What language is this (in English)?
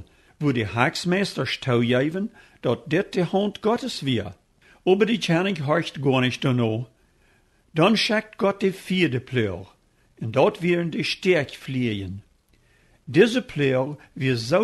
Plautdietsch